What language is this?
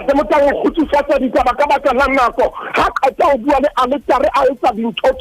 Southern Sotho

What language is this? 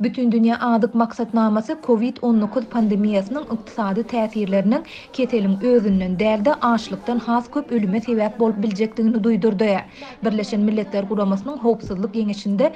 Turkmen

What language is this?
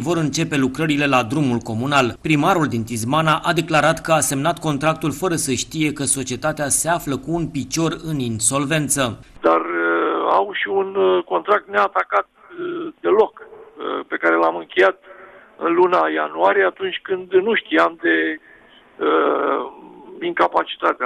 Romanian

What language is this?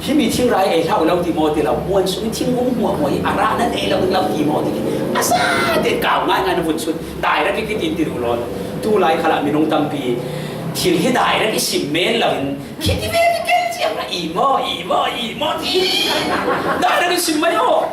Falam Chin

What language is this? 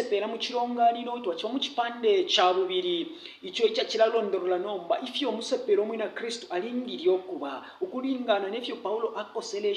Bemba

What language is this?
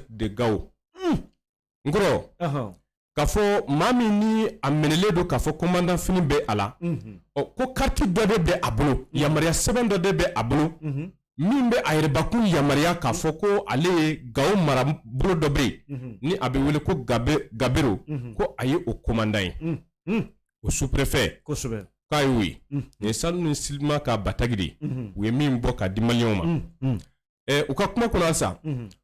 Bambara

